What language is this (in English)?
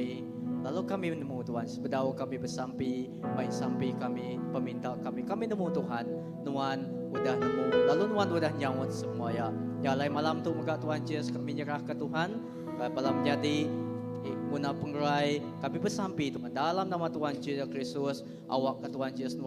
Iban